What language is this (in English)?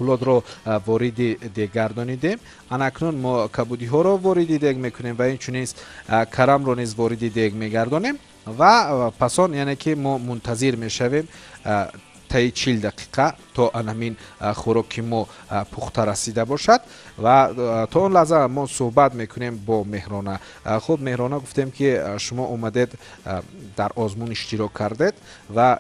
Tajik